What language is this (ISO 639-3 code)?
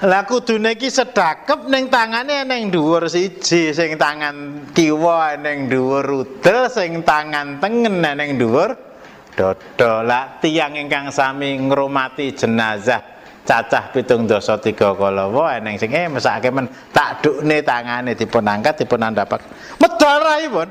jav